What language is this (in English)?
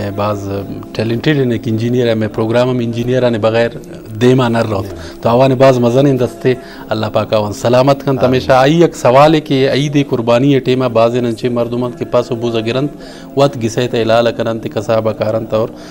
Eastern Balochi